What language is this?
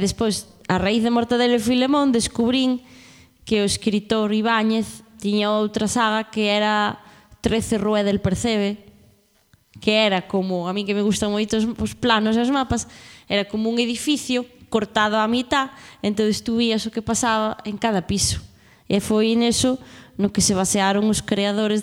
Galician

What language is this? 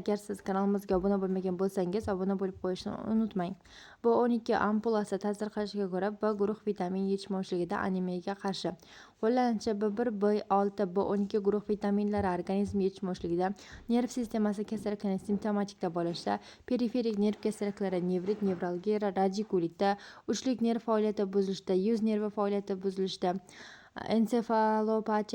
Uzbek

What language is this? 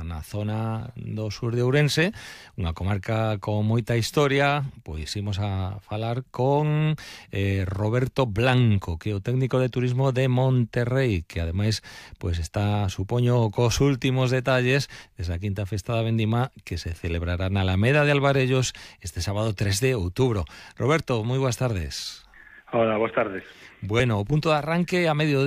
Galician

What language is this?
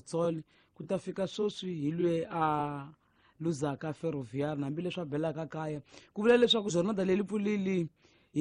Tsonga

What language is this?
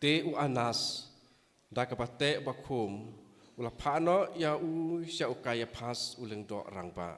Khasi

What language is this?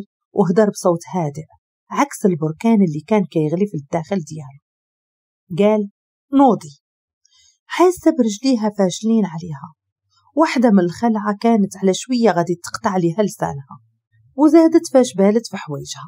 Moroccan Arabic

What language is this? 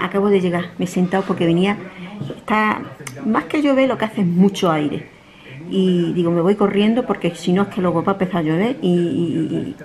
Spanish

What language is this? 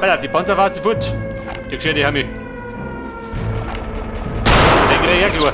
Bavarian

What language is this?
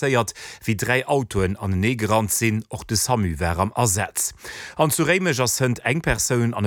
Luxembourgish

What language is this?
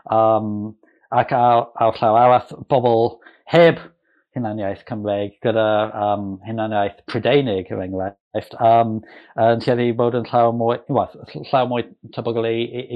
Welsh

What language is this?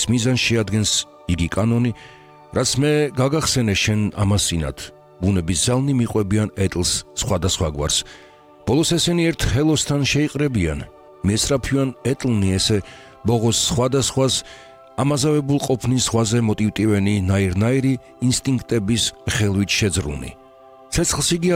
Georgian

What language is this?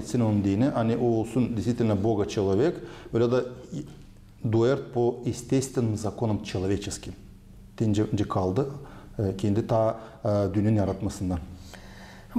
Gagauz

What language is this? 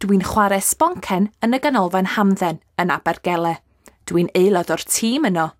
Welsh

